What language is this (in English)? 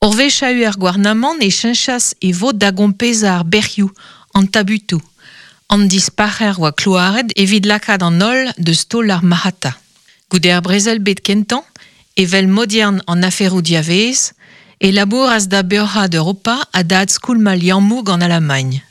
Breton